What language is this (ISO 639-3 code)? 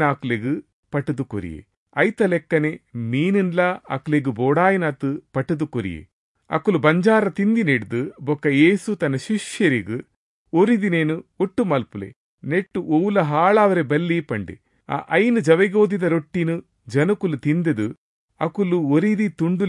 tcy